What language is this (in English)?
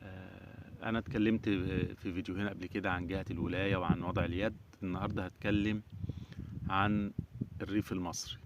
Egyptian Arabic